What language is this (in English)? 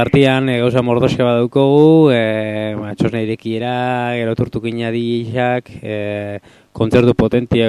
Basque